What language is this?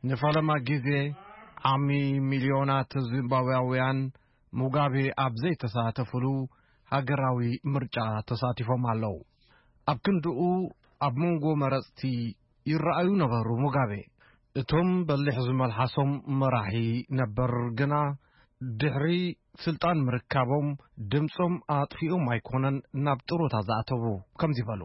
Tigrinya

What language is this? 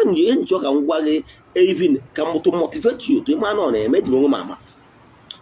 Igbo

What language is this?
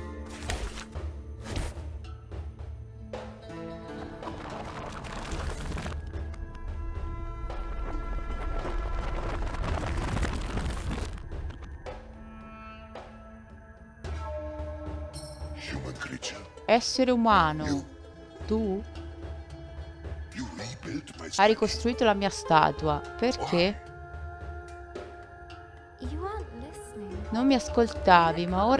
Italian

